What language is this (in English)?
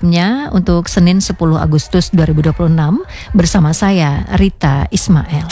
Indonesian